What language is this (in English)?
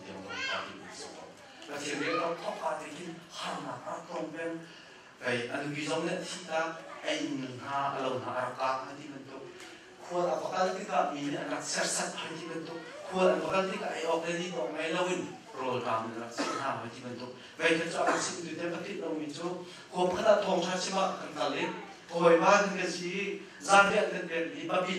Hakha Chin